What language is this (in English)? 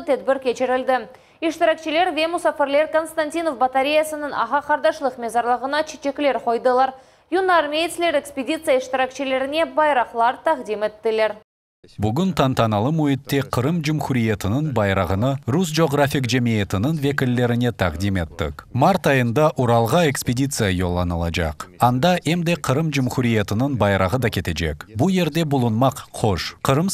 Crimean Tatar